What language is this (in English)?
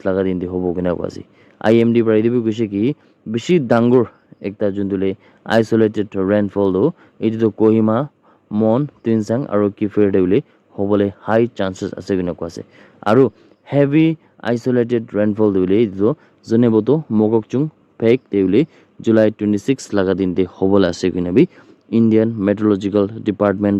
Naga Pidgin